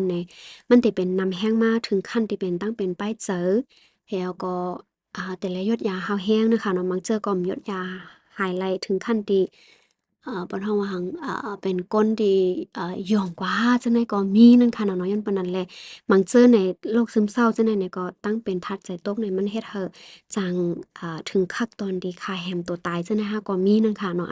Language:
Shan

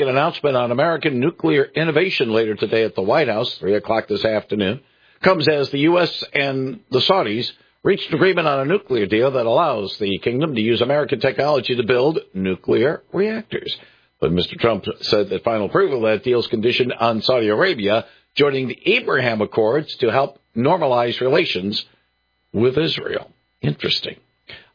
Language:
English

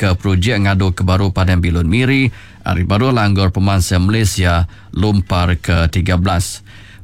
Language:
Iban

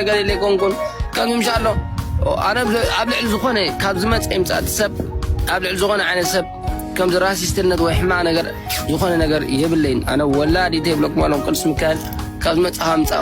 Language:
Tigrinya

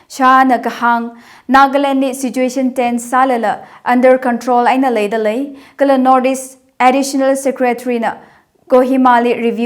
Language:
Tangkhul Naga (India)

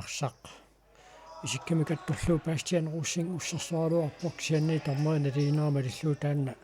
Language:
Kalaallisut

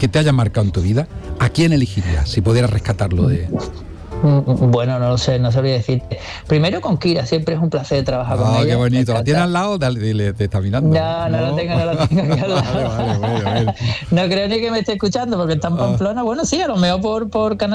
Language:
Spanish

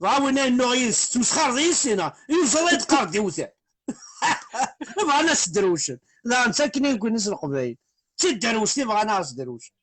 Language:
Kabyle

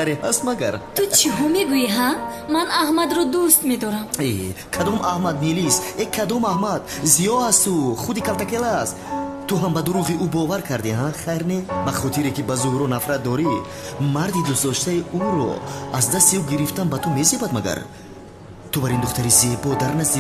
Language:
Tajik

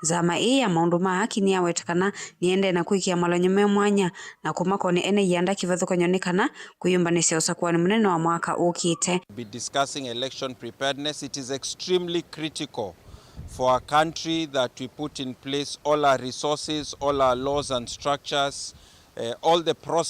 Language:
Kamba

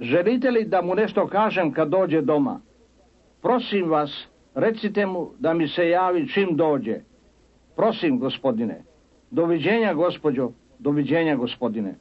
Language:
Serbian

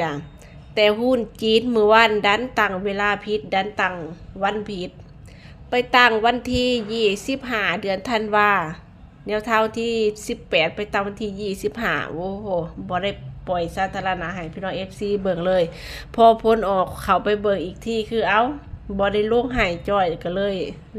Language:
Northeastern Thai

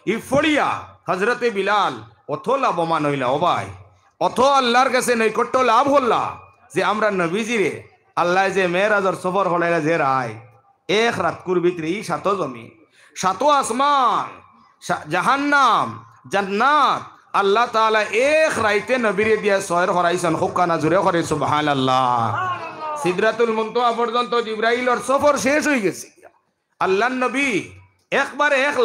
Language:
Sylheti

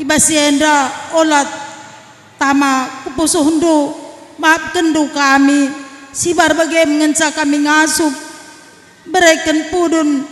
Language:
Batak Karo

